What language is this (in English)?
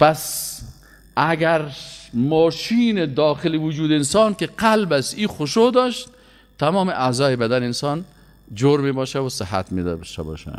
Persian